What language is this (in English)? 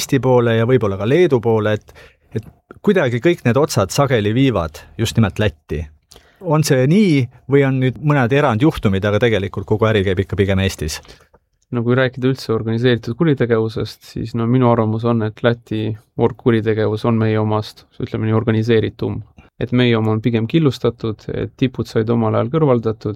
Estonian